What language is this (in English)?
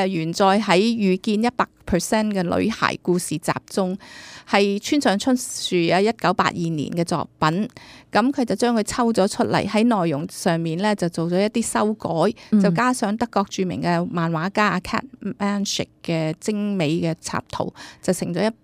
Cantonese